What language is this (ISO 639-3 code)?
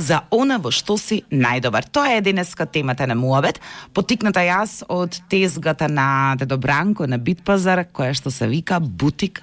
mkd